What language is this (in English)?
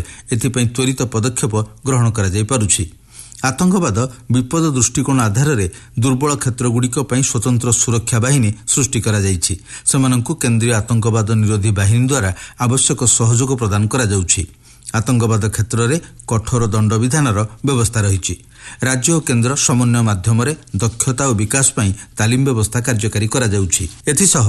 Odia